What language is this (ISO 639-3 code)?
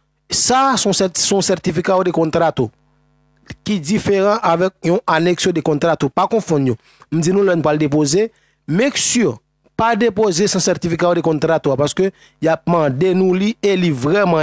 hat